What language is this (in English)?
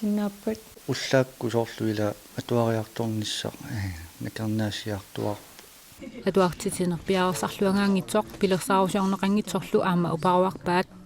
Kalaallisut